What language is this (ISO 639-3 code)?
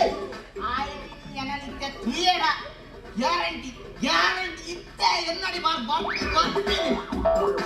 tcy